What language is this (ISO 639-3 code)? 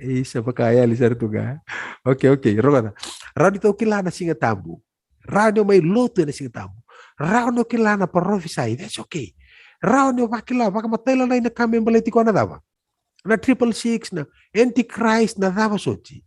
fij